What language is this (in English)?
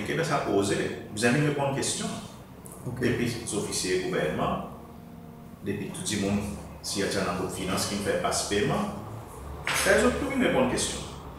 Seselwa Creole French